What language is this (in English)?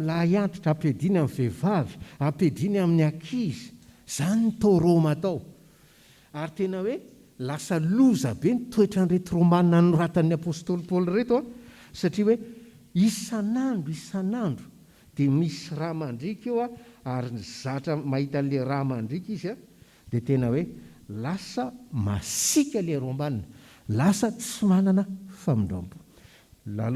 Malagasy